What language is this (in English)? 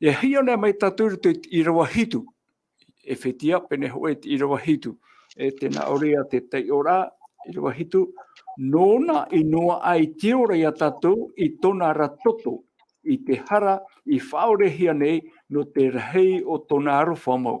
Tahitian